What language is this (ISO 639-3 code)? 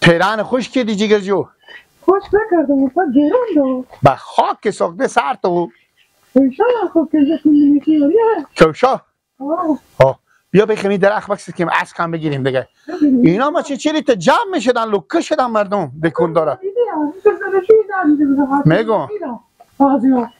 fas